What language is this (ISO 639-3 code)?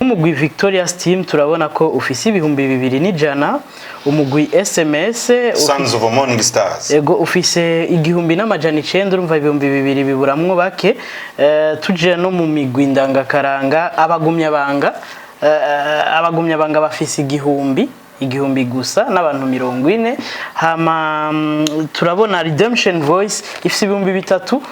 run